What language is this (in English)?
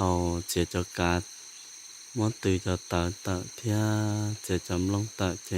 Hmong